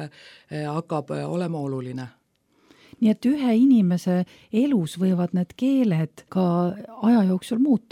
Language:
Estonian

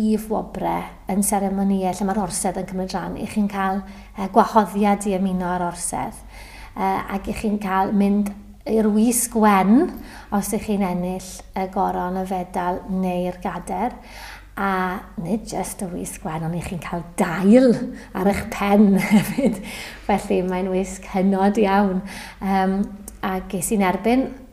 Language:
Welsh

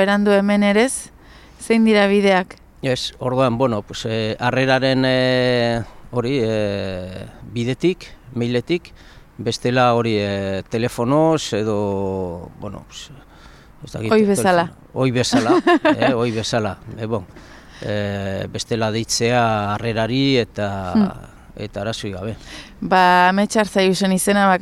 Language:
Basque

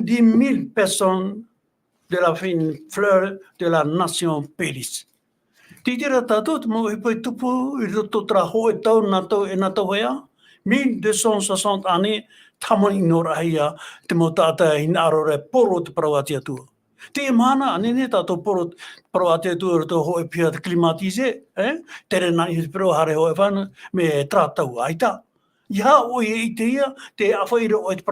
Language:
Tahitian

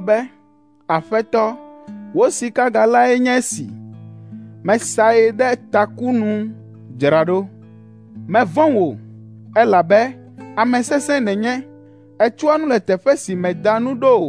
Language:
Ewe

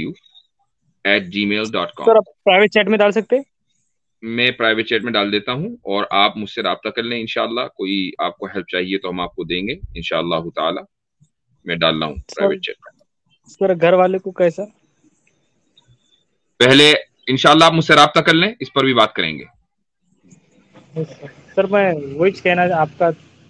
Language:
Urdu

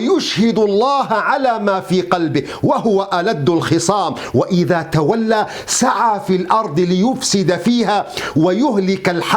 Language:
Kurdish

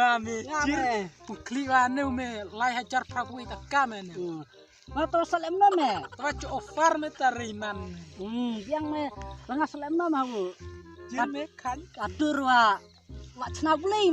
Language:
Khasi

